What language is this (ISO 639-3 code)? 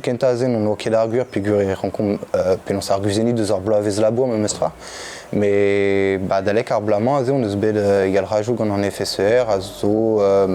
bre